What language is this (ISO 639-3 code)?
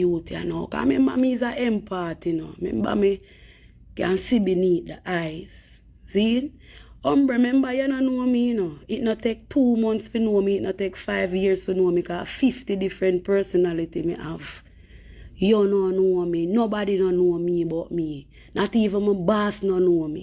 jam